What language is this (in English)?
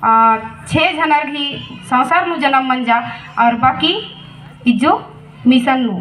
Kurukh